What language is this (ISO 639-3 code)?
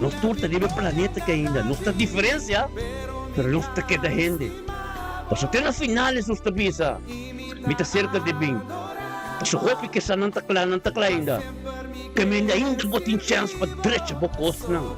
pap